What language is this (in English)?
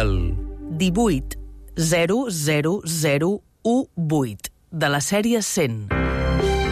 Catalan